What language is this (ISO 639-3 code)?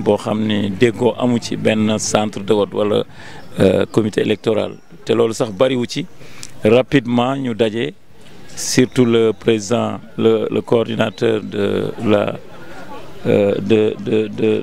wol